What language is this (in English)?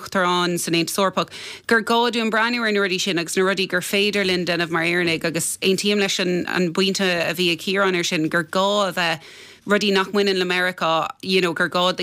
Irish